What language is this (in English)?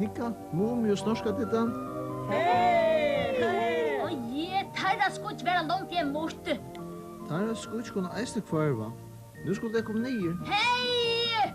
Faroese